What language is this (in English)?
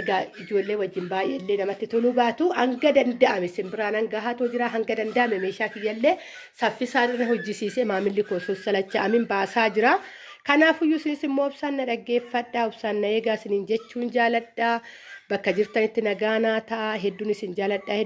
Oromo